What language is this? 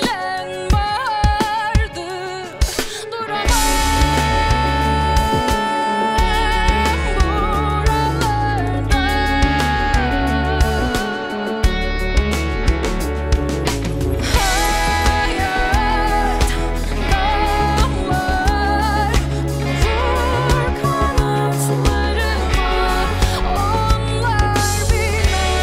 Turkish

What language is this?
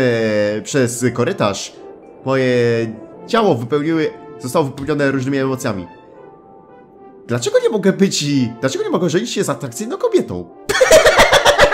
Polish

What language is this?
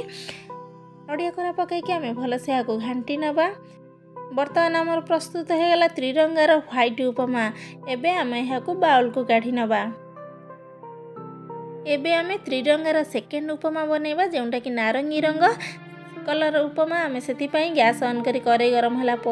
Odia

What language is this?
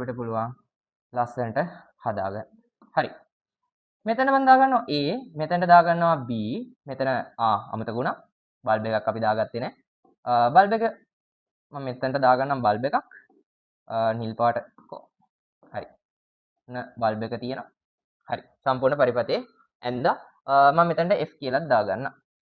Sinhala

